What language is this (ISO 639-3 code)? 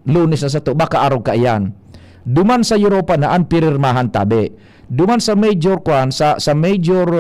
bik